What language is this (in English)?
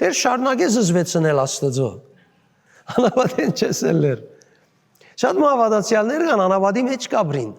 Western Armenian